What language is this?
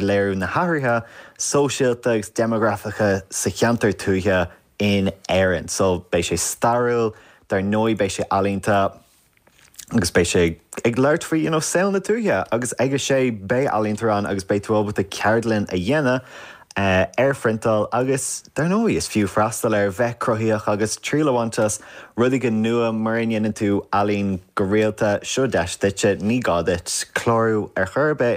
Irish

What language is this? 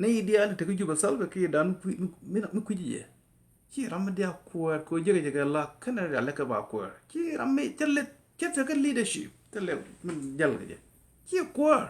Nuer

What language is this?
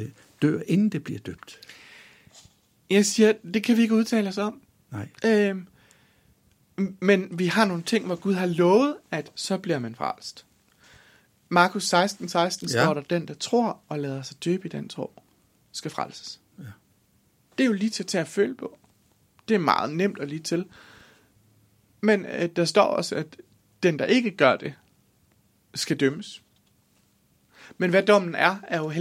Danish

